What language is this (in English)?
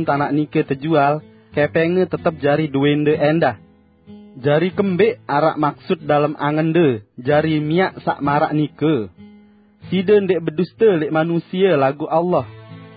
Sasak